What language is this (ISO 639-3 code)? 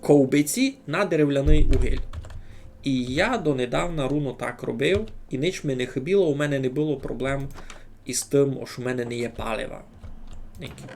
rue